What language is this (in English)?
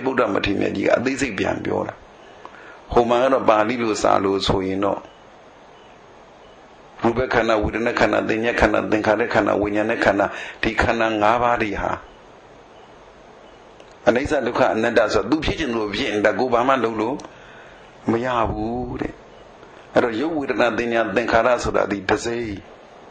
Burmese